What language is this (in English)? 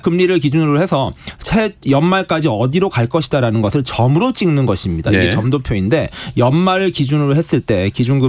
Korean